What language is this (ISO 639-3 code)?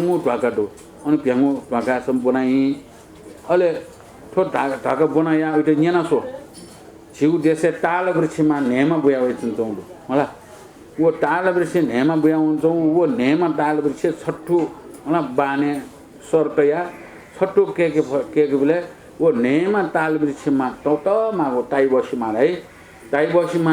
new